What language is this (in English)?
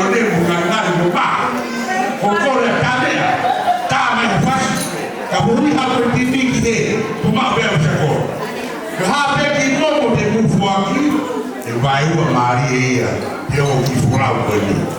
Tongan